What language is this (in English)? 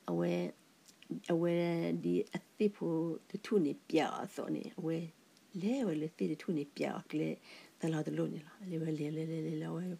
S'gaw Karen